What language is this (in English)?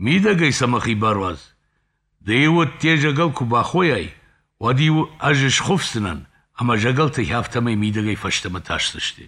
Ossetic